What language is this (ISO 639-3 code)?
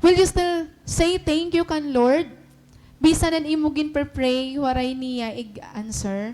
war